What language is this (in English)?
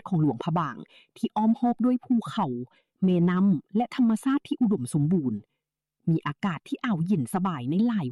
Lao